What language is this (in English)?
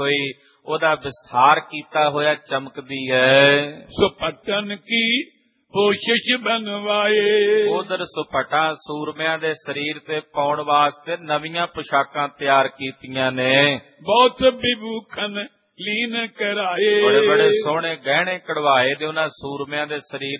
Punjabi